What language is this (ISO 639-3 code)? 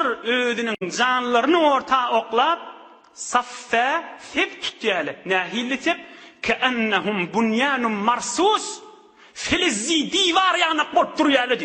tuk